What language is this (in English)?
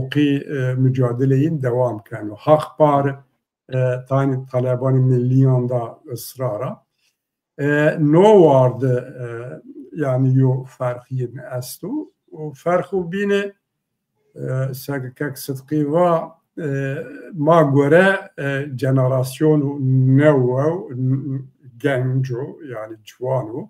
Zaza